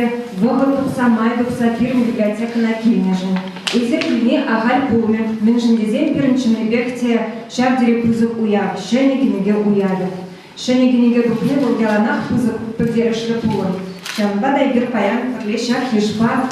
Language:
Chuvash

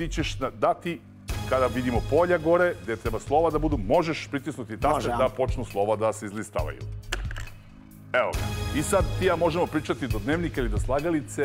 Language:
Serbian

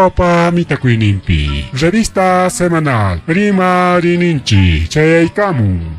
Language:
Ayacucho Quechua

